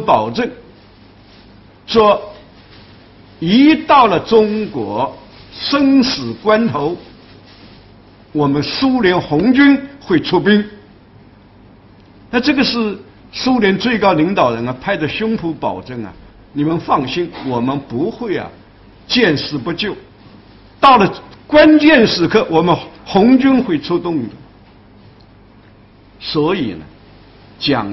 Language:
Chinese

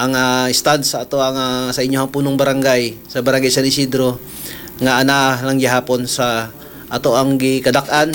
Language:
Cebuano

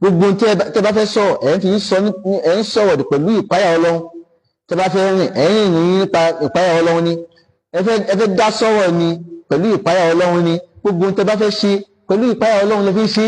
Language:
Yoruba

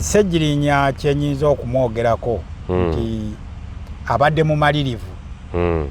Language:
Ganda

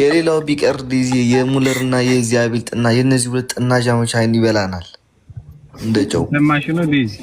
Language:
Amharic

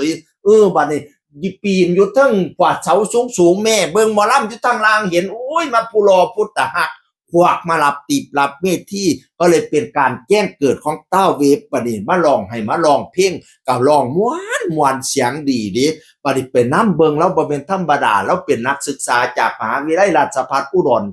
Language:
Northeastern Thai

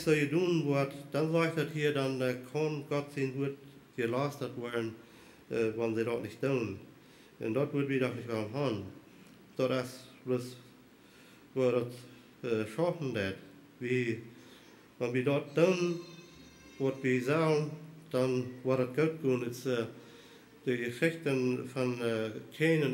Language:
Plautdietsch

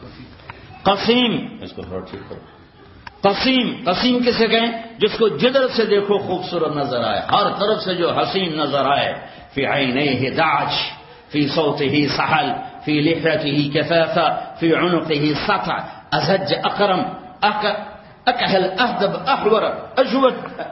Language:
Urdu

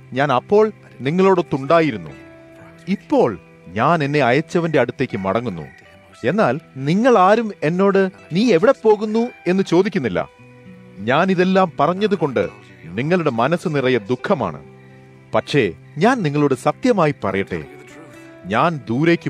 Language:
Malayalam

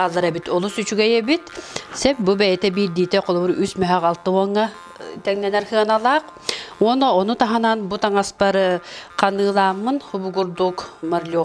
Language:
Yakut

